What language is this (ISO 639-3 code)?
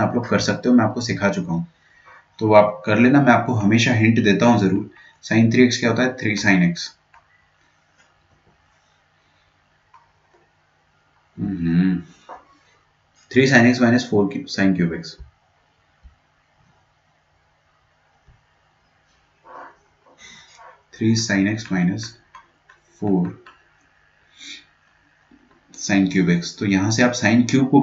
hin